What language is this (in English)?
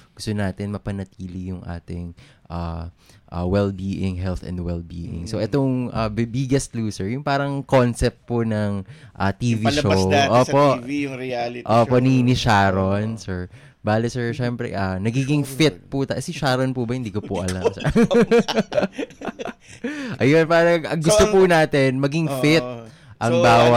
Filipino